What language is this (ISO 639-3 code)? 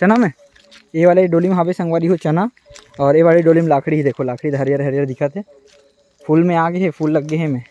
hne